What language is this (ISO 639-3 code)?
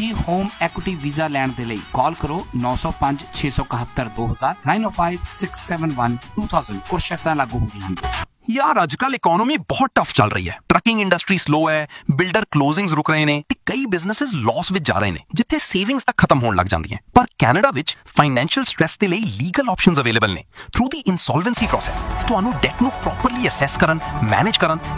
pan